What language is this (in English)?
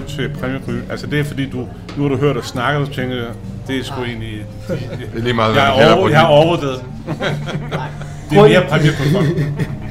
Danish